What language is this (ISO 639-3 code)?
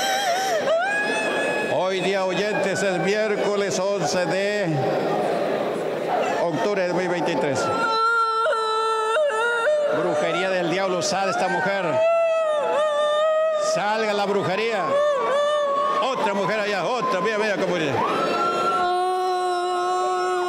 spa